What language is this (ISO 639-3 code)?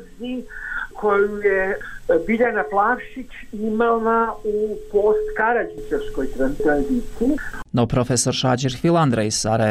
bos